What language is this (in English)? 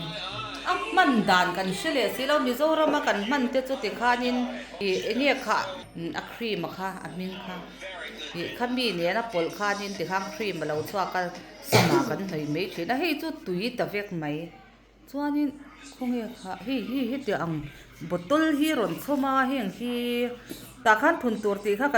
Mizo